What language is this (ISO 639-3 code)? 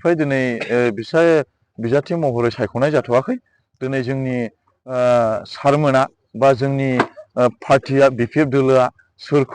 brx